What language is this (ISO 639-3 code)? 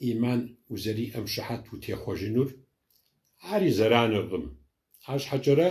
kbd